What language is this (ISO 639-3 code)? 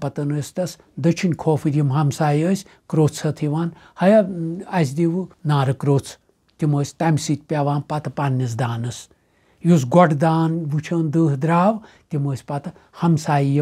kas